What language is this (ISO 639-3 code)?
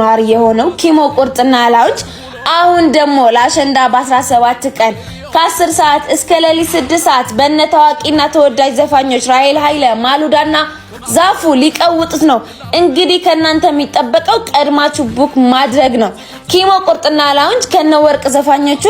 amh